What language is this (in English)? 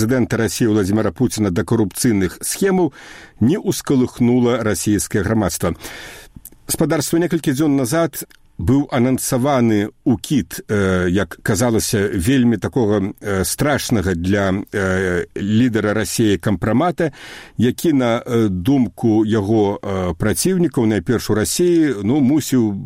Belarusian